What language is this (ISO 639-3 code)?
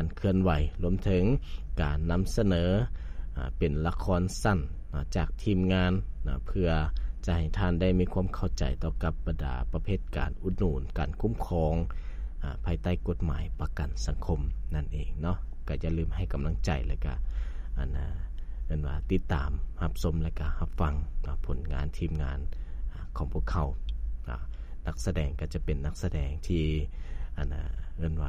lao